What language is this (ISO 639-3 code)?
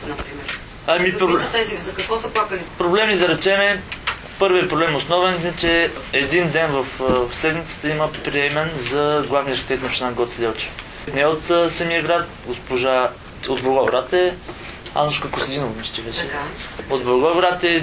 bul